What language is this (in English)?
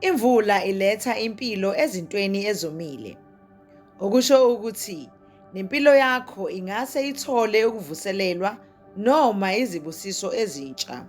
Zulu